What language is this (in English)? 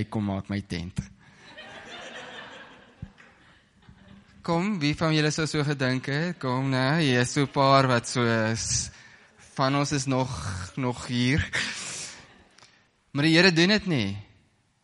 Afrikaans